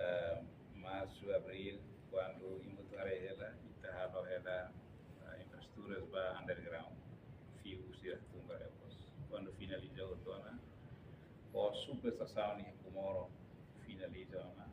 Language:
Tetum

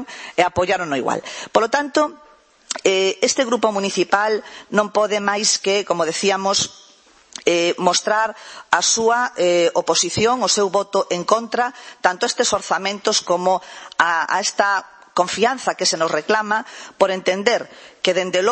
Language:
Galician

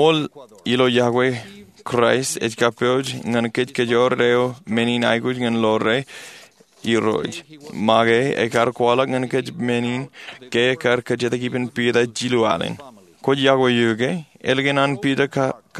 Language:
Marshallese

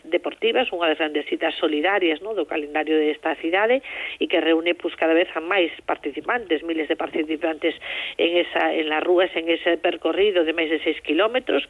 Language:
Galician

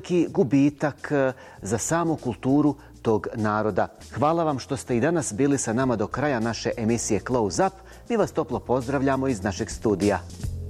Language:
Bosnian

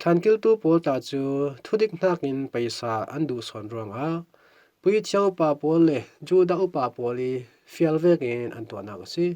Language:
Falam Chin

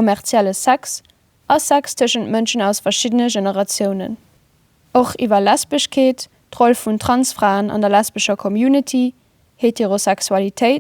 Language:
Luxembourgish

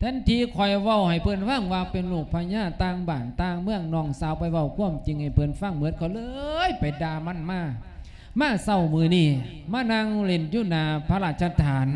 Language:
Lao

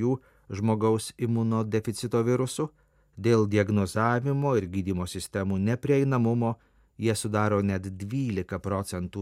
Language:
Lithuanian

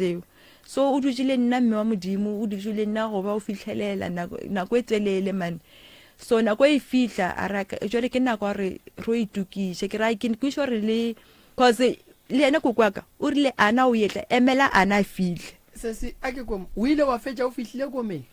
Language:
Northern Sotho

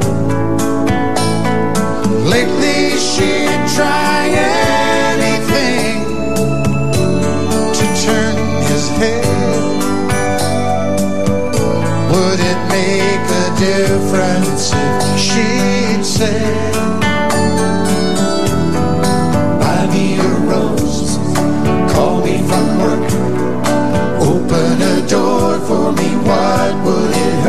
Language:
English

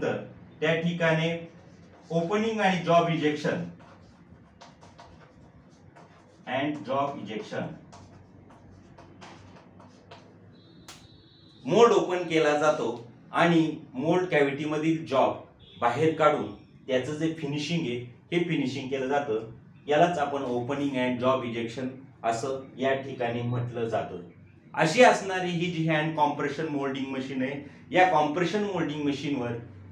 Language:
Marathi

